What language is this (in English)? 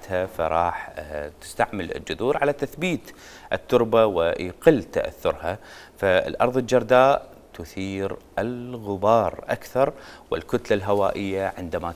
Mesopotamian Arabic